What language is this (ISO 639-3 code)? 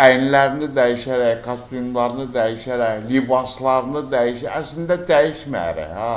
aze